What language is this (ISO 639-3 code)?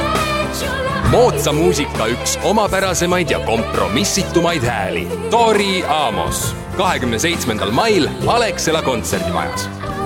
est